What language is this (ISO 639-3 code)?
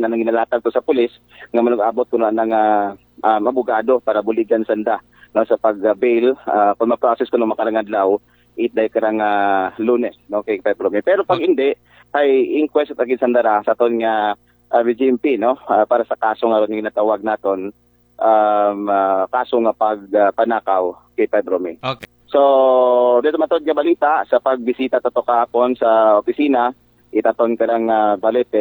akl